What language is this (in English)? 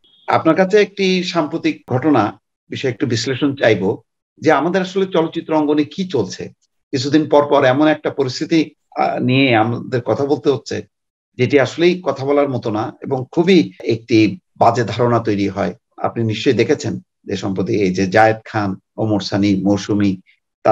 Bangla